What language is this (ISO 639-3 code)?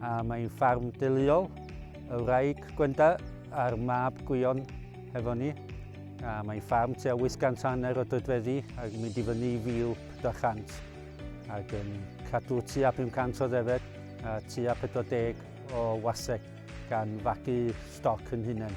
cym